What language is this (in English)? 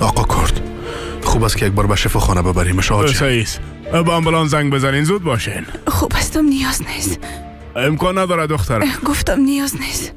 Persian